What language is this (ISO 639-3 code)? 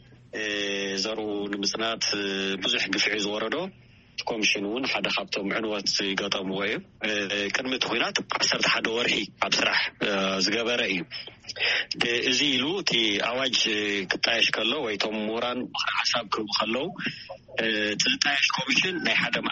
tir